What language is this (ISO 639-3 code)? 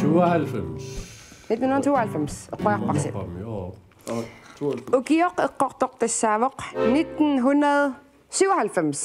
kal